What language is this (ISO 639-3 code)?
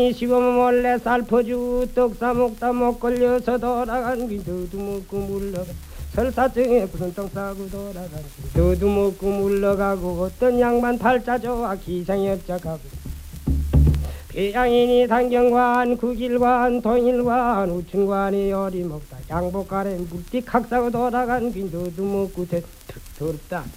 kor